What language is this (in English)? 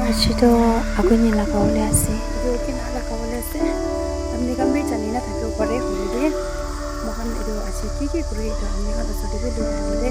Naga Pidgin